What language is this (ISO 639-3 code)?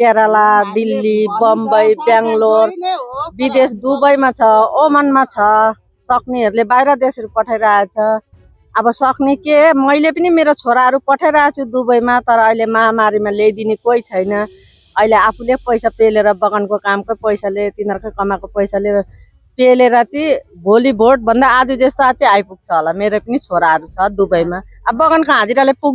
nep